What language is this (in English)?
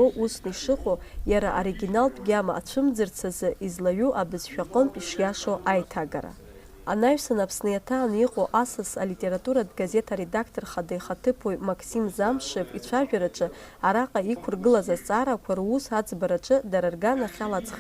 Abkhazian